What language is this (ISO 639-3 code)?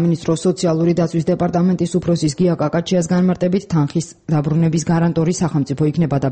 kat